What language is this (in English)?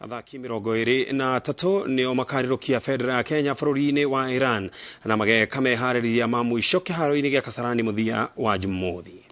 Kikuyu